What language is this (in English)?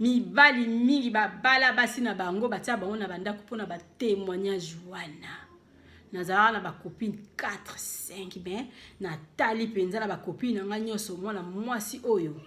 Lingala